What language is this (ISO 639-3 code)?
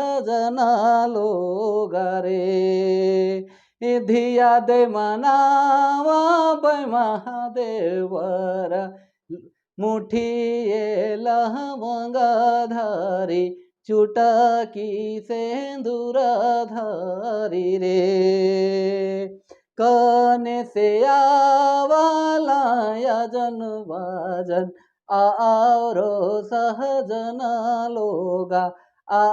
sck